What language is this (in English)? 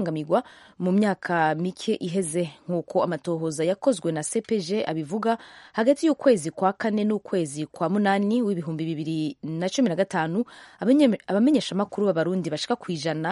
Rundi